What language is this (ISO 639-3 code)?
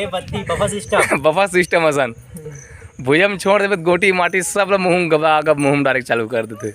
hne